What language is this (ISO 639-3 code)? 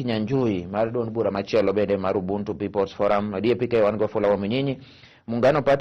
luo